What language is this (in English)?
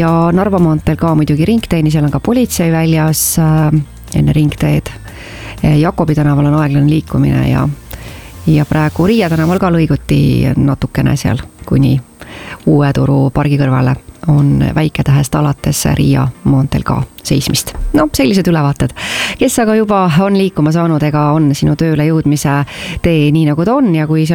Estonian